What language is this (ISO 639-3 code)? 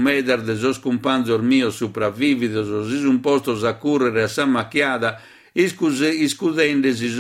srd